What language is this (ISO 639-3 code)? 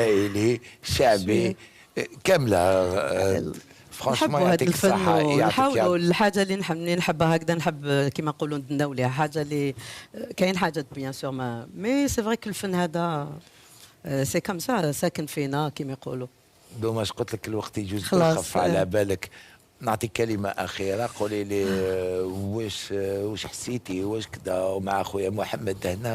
arq